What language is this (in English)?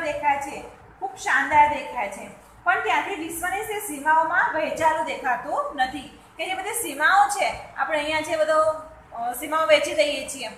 Gujarati